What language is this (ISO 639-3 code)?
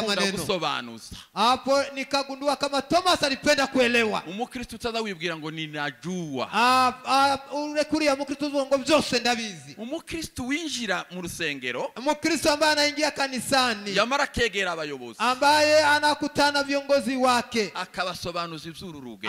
kin